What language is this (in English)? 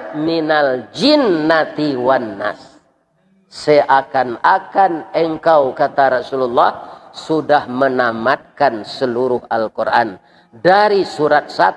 Minangkabau